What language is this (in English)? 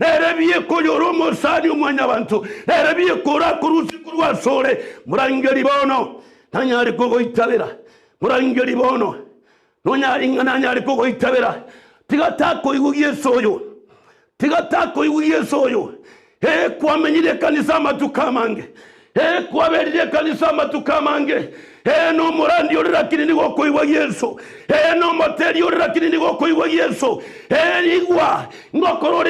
Gusii